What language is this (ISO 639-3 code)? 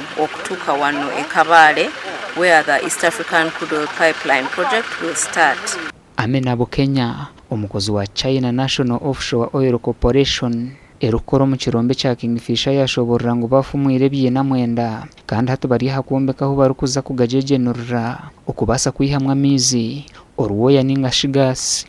nyn